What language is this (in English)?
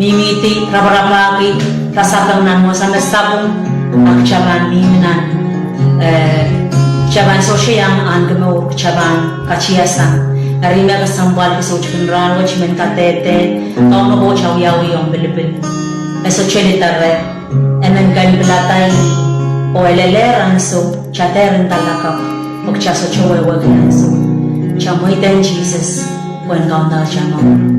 Pohnpeian